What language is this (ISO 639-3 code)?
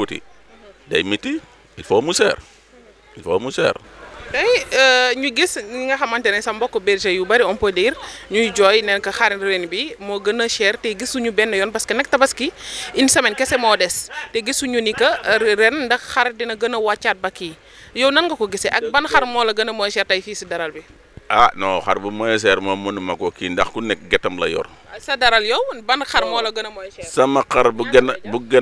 wol